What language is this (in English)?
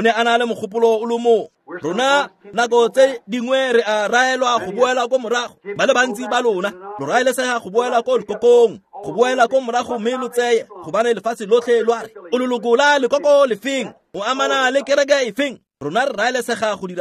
Tswana